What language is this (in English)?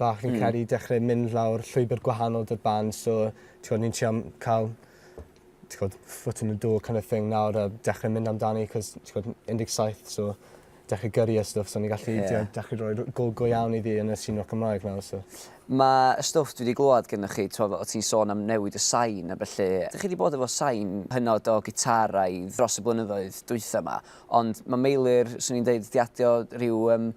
Welsh